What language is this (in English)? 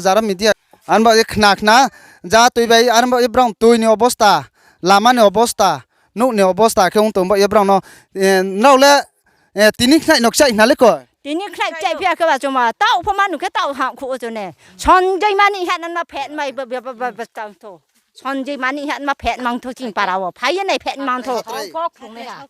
Riang (India)